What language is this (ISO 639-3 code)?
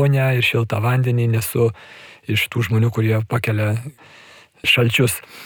lit